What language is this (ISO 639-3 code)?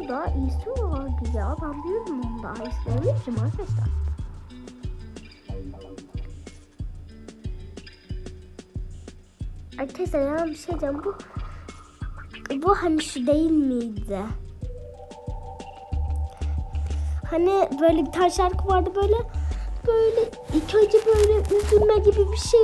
tur